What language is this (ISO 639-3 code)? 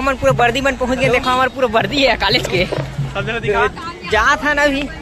hne